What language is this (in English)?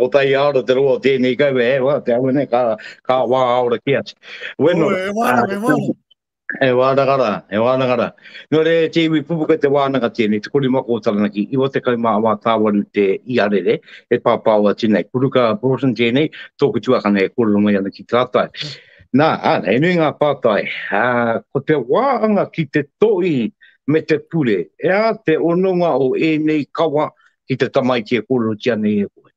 Māori